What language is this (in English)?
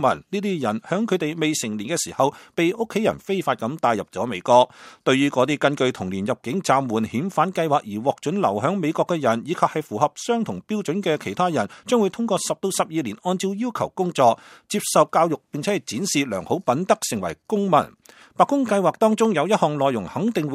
Cantonese